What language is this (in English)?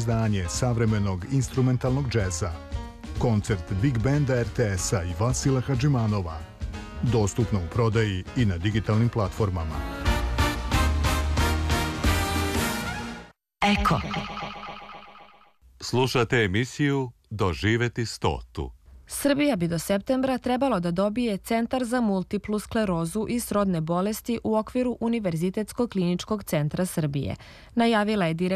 Serbian